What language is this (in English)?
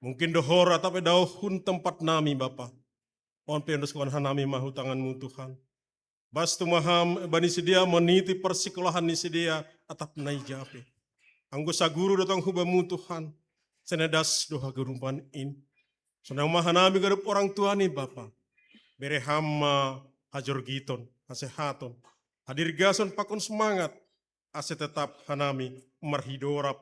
Batak Simalungun